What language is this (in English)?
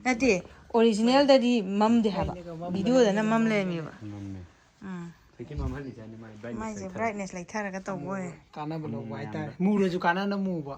Manipuri